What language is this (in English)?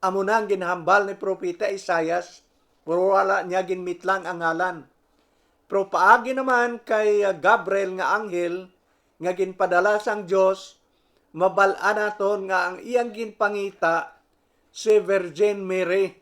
Hiligaynon